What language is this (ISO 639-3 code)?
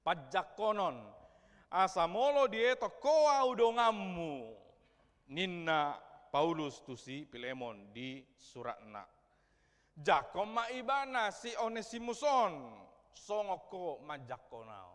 bbc